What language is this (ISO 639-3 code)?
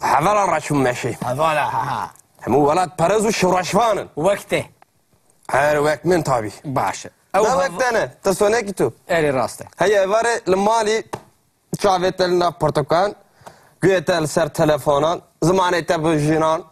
kur